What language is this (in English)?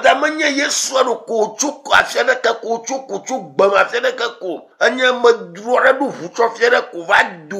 Ewe